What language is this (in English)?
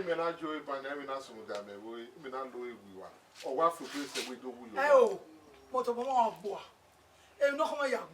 Bini